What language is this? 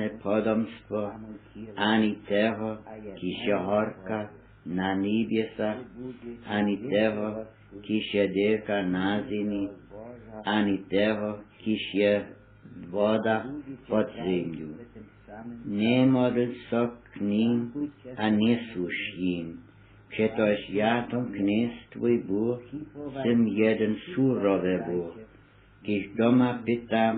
Upper Sorbian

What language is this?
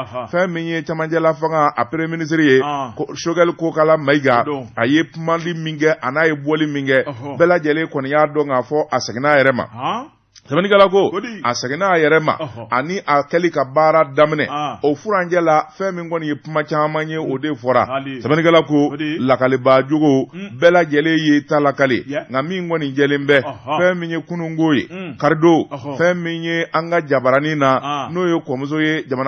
Bambara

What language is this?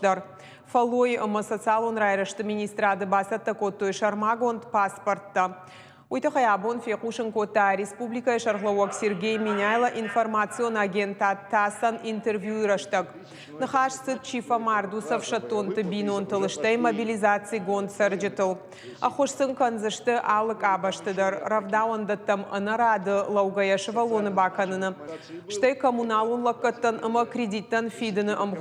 Ossetic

